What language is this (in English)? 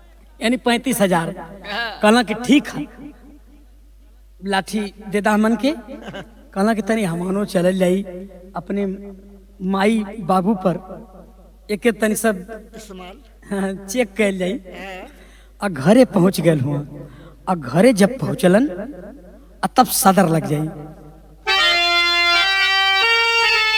Bhojpuri